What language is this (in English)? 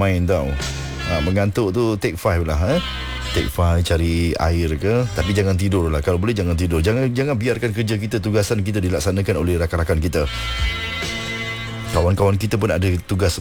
Malay